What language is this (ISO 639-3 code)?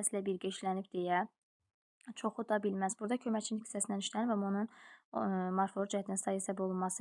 aze